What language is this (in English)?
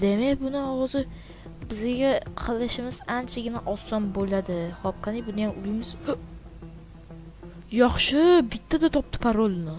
Uzbek